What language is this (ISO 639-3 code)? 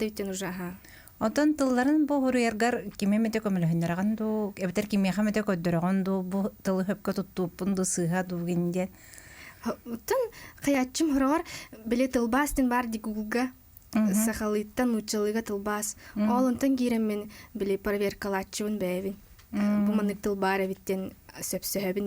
sah